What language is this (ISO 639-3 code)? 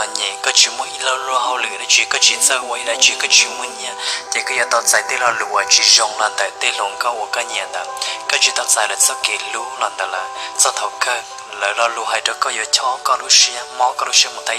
hmn